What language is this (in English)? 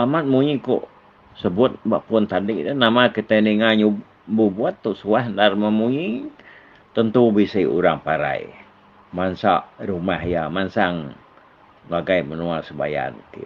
Iban